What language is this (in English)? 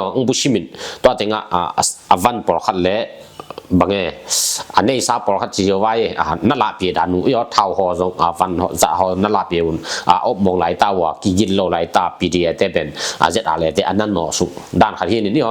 Tedim Chin